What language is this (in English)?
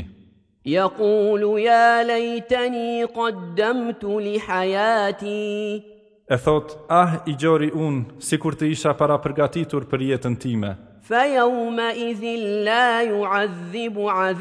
Albanian